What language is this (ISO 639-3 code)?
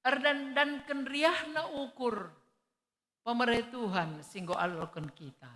btx